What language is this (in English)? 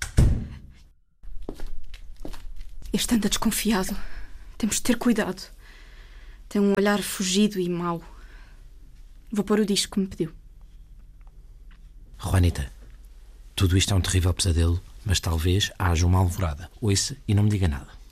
Portuguese